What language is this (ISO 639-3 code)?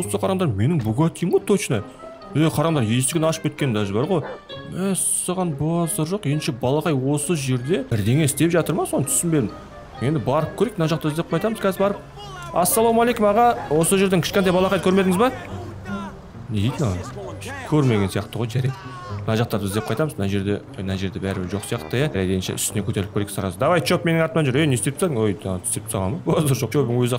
kaz